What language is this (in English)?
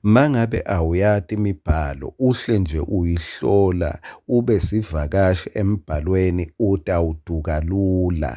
Swati